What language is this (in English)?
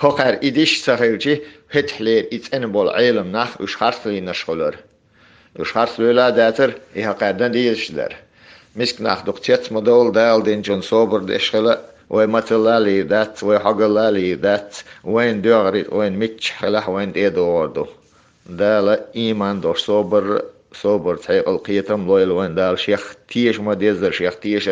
Chechen